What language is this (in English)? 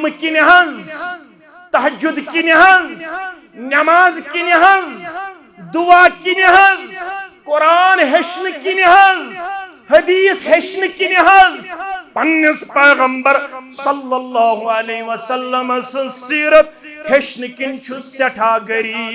Kashmiri